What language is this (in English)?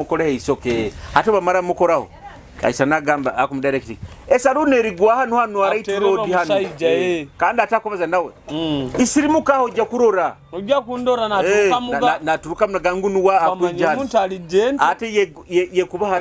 Nyoro